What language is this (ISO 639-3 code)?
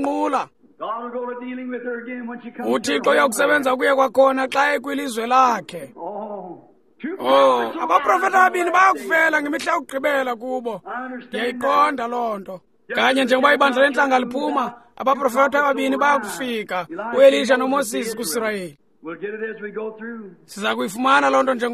xho